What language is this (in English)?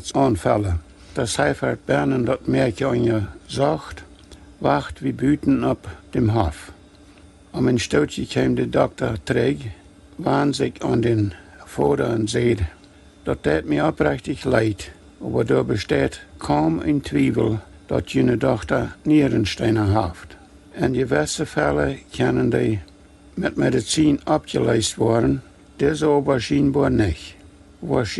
Plautdietsch